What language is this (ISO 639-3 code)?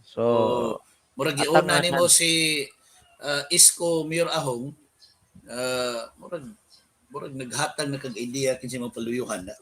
ceb